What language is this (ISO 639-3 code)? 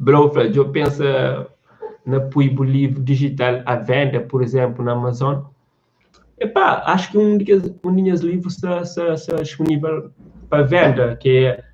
kea